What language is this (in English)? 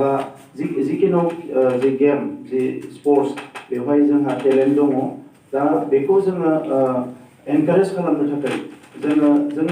Bodo